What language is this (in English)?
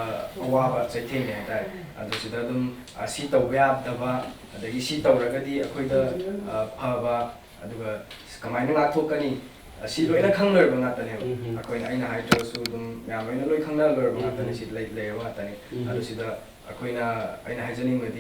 Manipuri